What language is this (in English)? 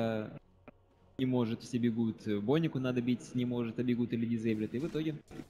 Russian